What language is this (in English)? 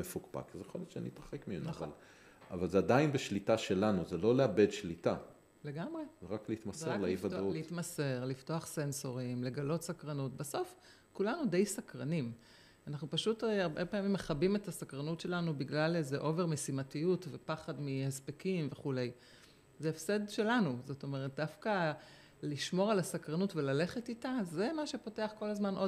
Hebrew